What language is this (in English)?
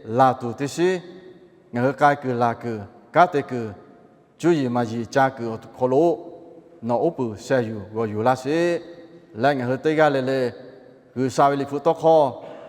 Lahu